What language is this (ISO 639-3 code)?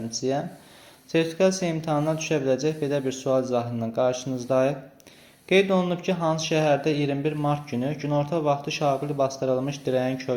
aze